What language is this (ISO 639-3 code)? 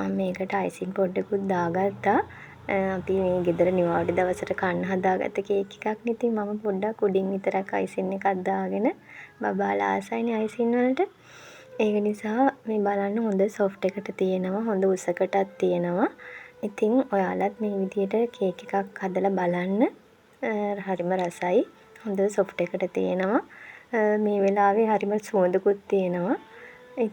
sin